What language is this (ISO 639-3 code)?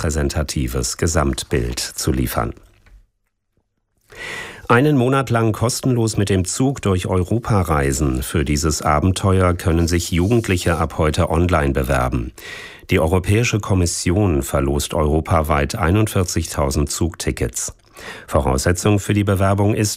deu